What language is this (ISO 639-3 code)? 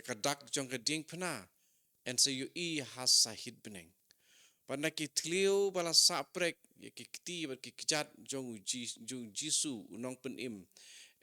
kha